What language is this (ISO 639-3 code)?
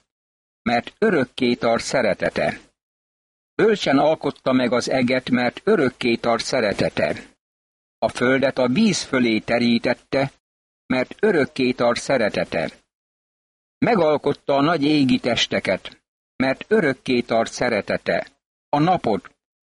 hun